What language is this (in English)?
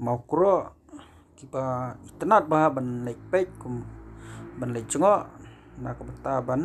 Khasi